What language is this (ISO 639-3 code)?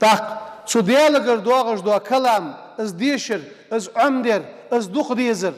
inh